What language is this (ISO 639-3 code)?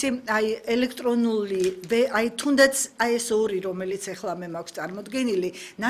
kat